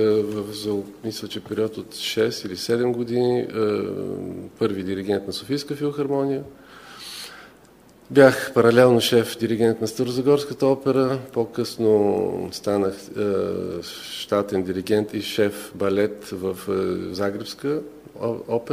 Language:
Bulgarian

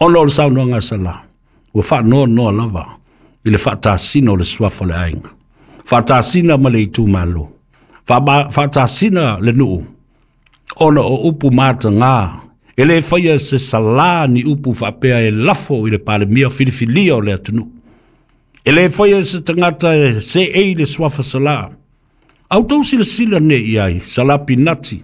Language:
Samoan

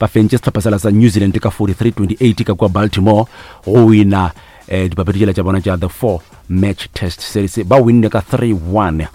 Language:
Northern Sotho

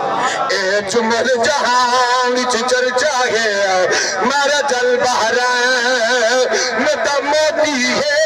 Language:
Saraiki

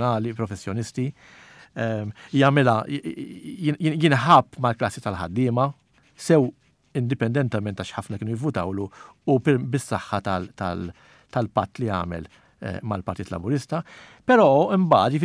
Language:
Maltese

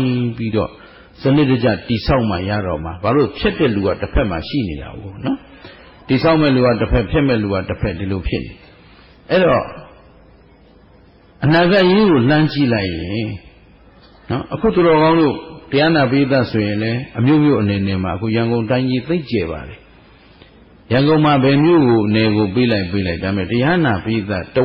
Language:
Burmese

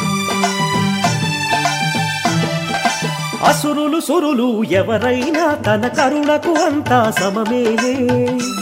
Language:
Telugu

